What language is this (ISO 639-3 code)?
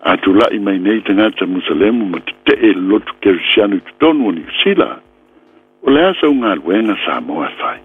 smo